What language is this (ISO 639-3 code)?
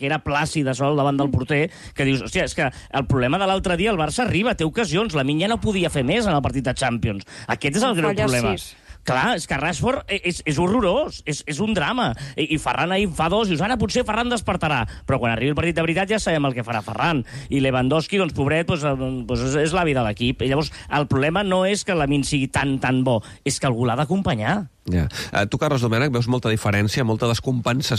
cat